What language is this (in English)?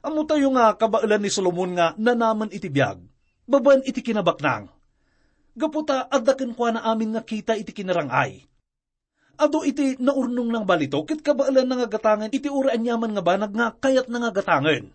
Iloko